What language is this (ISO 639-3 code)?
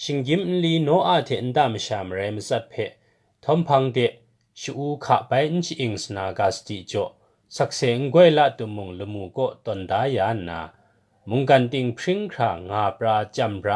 kac